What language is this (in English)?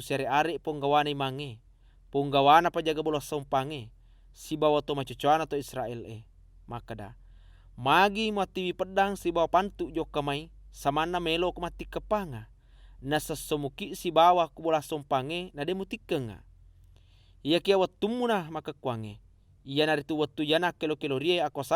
Buginese